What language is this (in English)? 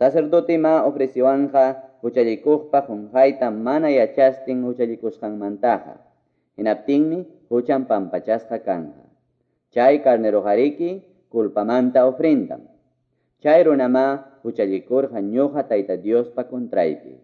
Quechua